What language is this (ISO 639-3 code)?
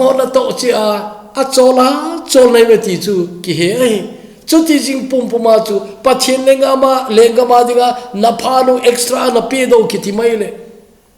tcz